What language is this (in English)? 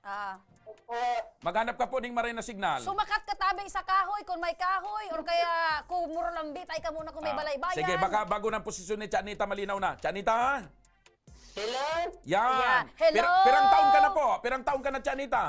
Bikol